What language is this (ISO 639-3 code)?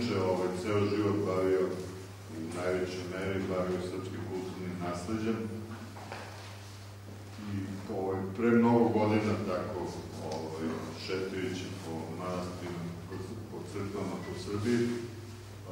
srp